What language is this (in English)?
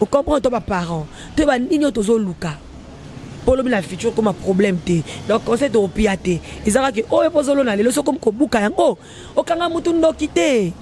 Lingala